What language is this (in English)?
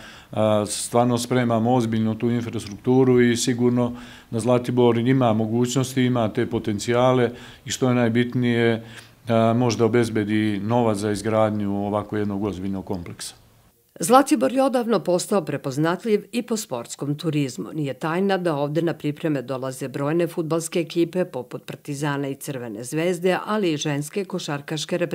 Serbian